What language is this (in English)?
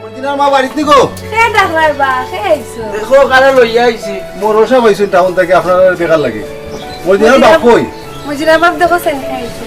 Sylheti